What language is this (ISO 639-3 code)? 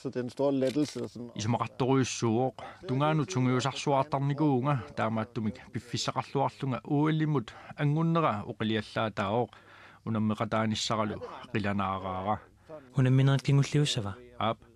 kal